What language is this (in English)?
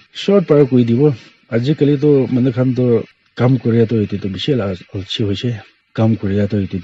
Naga Pidgin